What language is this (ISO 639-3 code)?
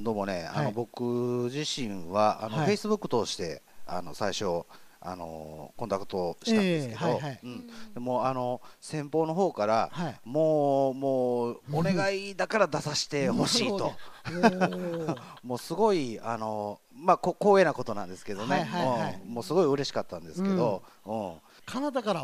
jpn